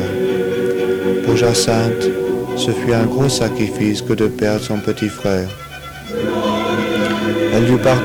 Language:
French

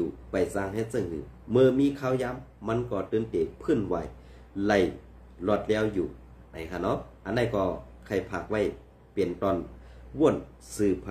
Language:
Shan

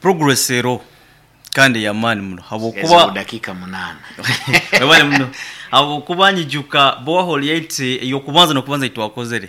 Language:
Nyoro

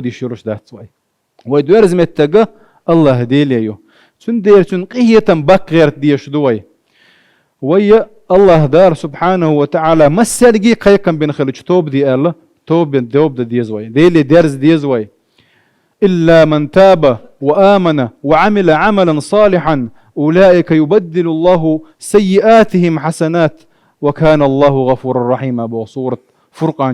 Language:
Chechen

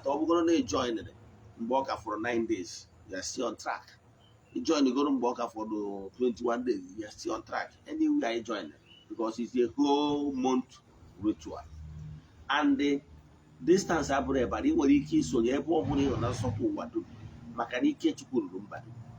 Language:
Igbo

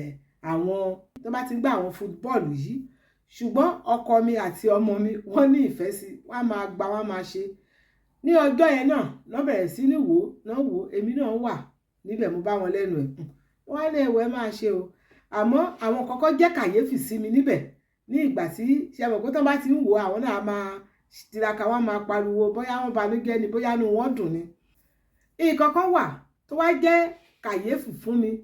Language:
Yoruba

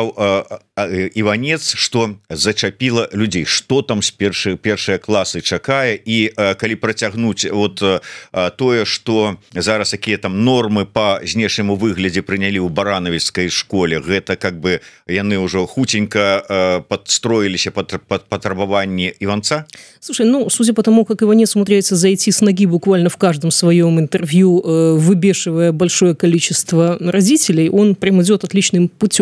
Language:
Belarusian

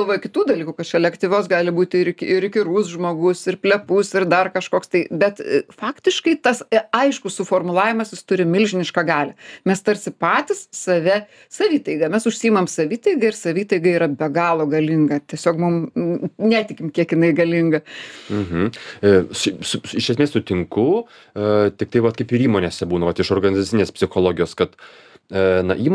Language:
Lithuanian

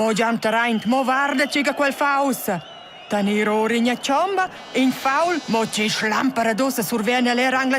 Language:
Romansh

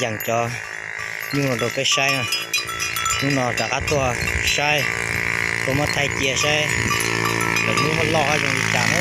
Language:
Hmong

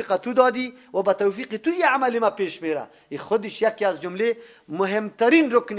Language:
Persian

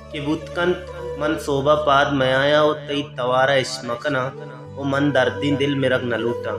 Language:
Baluchi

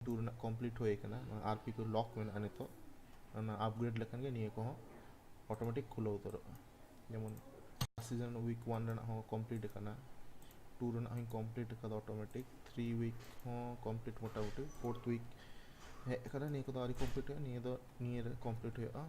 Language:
Santali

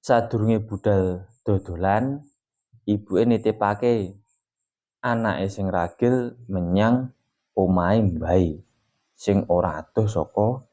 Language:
Javanese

